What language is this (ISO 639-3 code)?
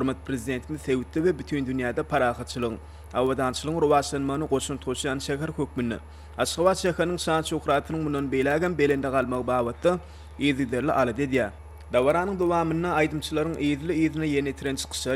tuk